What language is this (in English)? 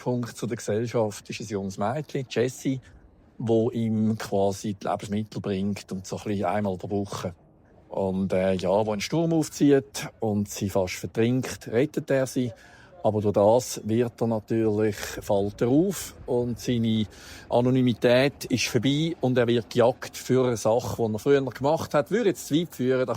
Swiss German